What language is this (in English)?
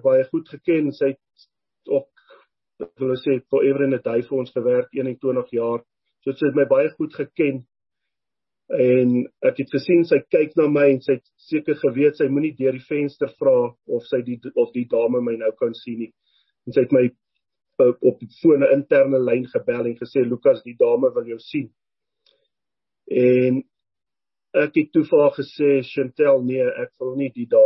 Afrikaans